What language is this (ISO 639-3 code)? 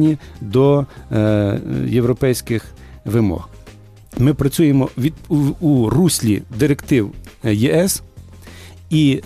ukr